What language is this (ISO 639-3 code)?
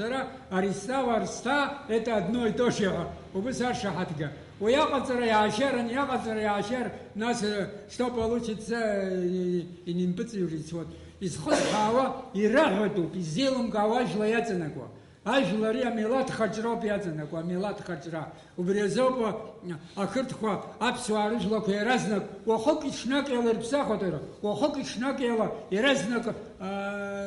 abk